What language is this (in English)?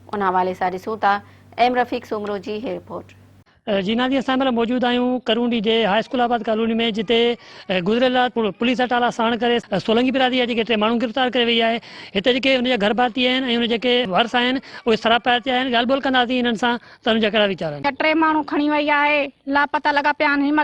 Sindhi